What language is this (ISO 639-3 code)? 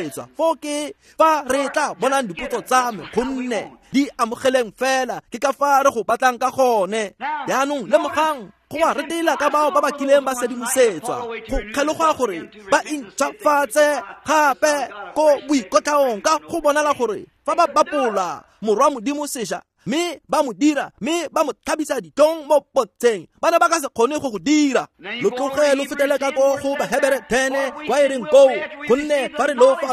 tsn